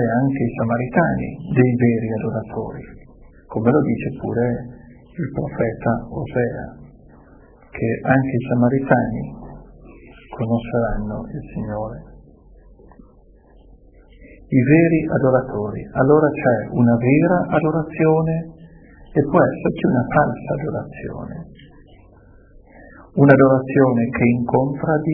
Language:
Italian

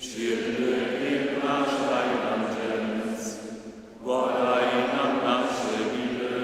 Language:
Upper Sorbian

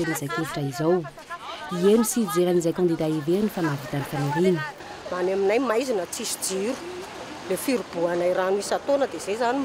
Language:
Malagasy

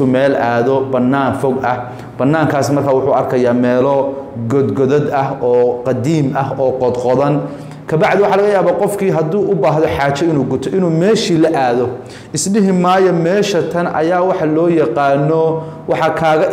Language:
Somali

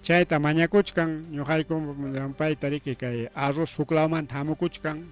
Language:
Ayacucho Quechua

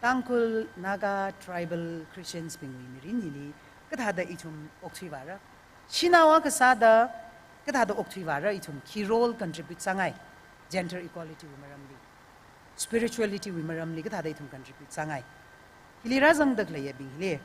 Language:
Tangkhul Naga (India)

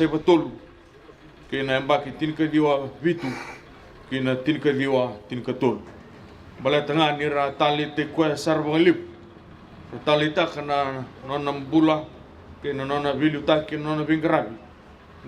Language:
Fijian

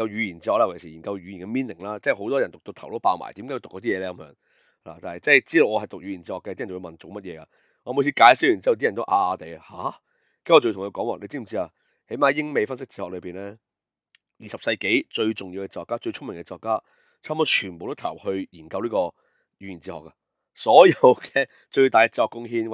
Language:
Cantonese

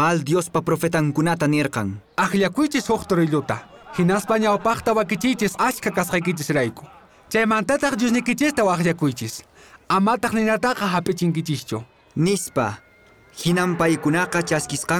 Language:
Quechua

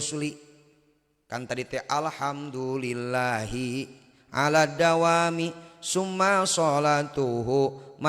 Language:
Sundanese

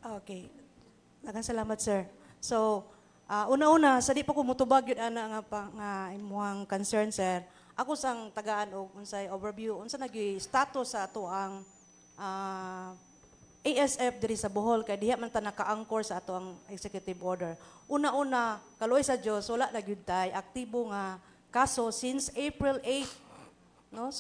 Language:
Cebuano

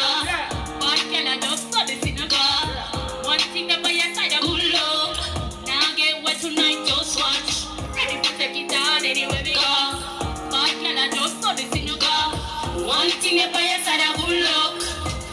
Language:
Jamaican Creole English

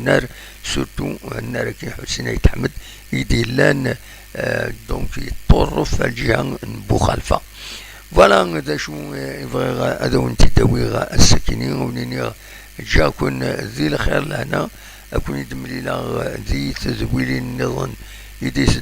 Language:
Kabyle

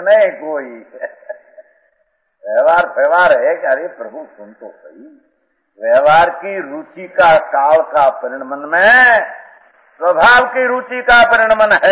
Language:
Hindi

